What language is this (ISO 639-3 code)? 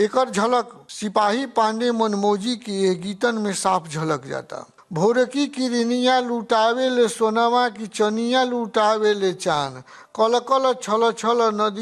bho